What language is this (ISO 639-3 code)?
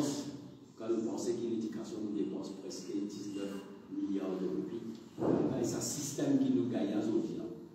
mfe